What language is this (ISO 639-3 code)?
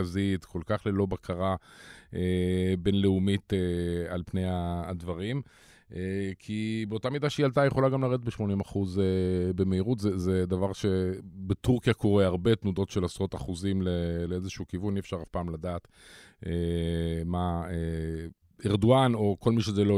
heb